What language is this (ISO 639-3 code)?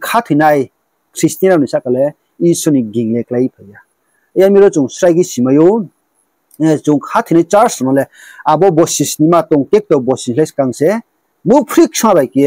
ria